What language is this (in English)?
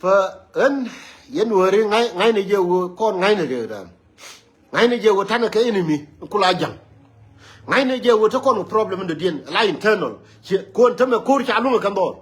Nuer